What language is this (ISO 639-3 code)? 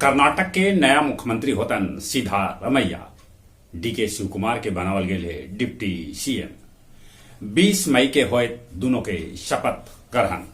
mag